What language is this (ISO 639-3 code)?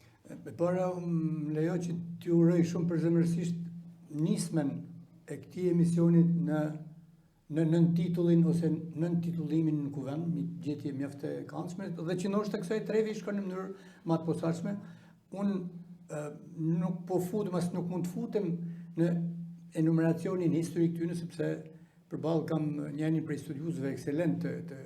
sqi